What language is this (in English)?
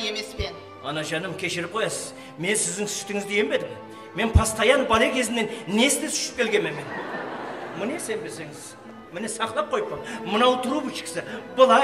Kara-Kalpak